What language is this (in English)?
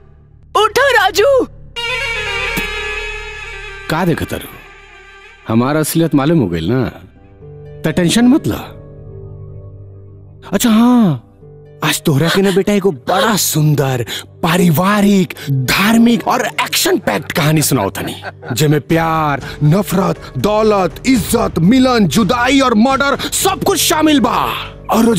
Bhojpuri